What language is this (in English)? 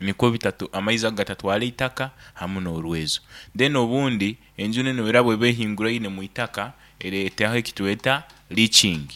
Nyankole